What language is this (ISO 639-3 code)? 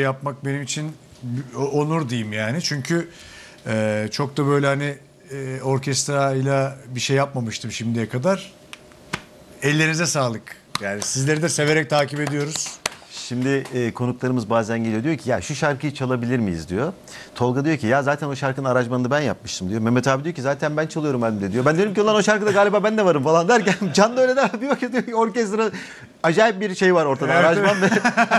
tur